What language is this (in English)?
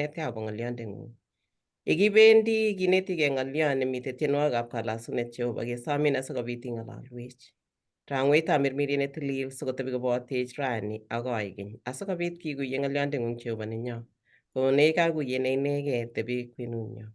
Kalenjin